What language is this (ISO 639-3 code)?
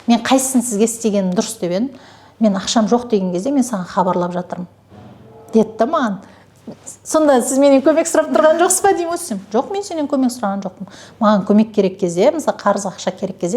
kaz